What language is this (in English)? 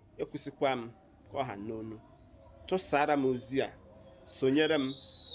Igbo